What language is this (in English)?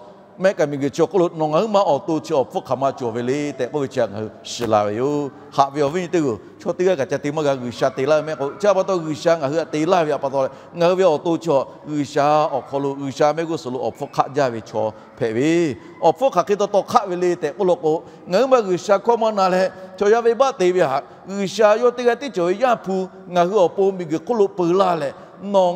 Lahu